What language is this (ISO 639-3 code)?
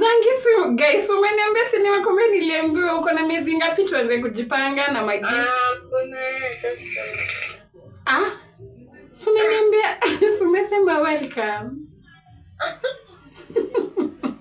swa